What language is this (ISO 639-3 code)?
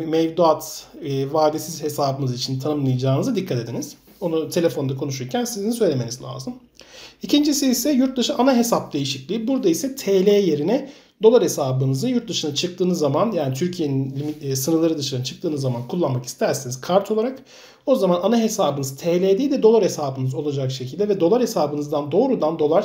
tur